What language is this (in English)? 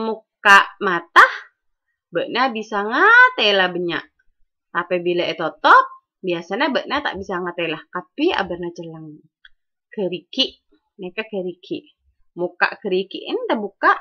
Madurese